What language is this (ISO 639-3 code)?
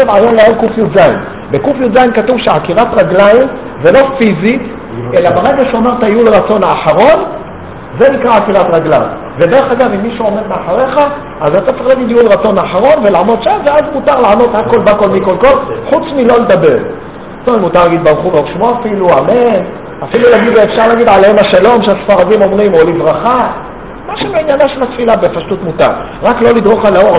heb